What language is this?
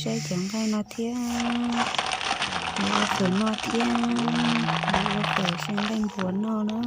Hmong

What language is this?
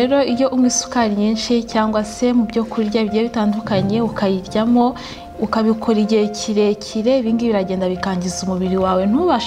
Kinyarwanda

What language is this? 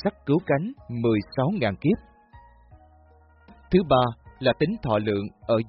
Vietnamese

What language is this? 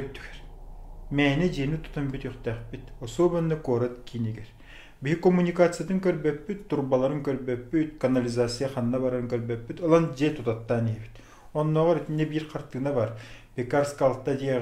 Yakut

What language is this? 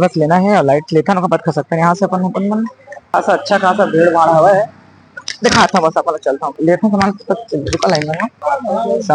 Chhattisgarhi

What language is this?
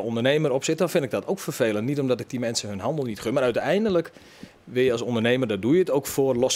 Western Frisian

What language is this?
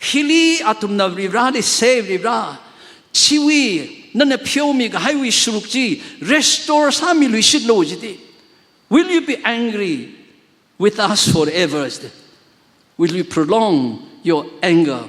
Tangkhul Naga (India)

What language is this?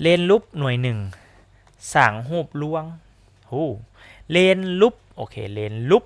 Lao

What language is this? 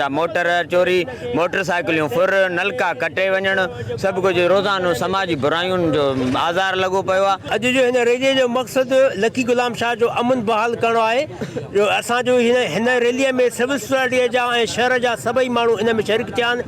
Sindhi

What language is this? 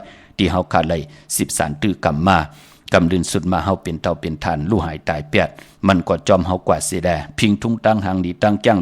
Shan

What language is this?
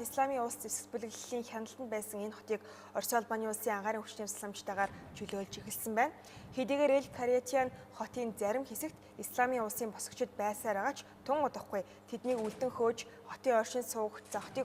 Mongolian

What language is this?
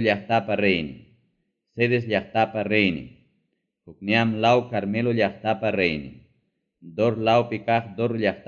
Ayacucho Quechua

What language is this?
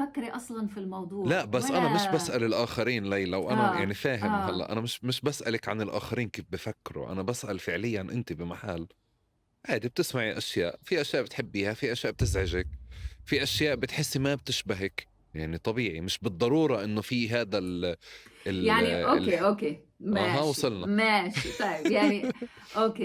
North Levantine Arabic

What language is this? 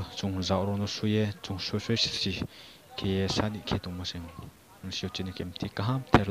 Riang (India)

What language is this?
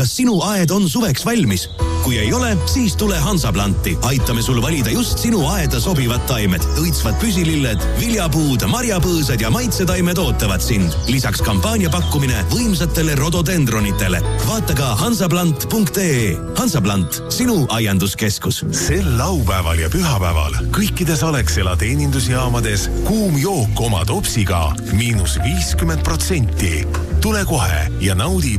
Estonian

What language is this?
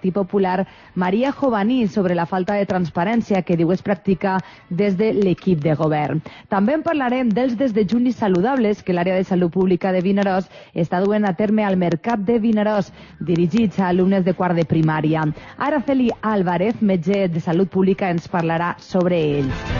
Catalan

